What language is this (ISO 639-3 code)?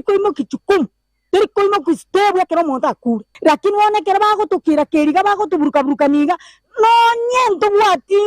guz